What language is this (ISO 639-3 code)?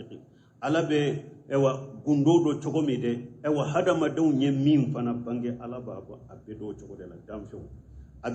bam